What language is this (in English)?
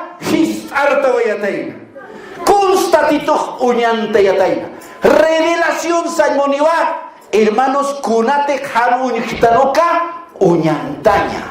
Aymara